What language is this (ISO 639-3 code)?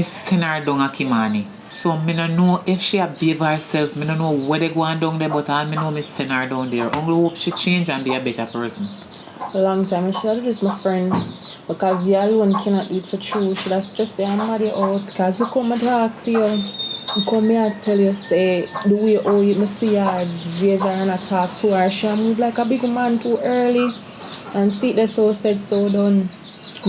jam